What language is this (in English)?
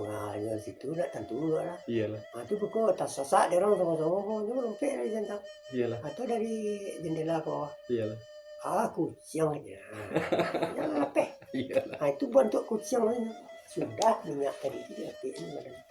Minangkabau